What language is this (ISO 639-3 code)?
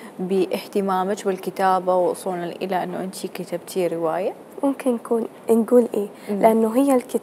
acm